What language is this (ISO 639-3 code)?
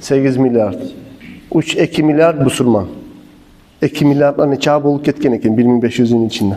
kum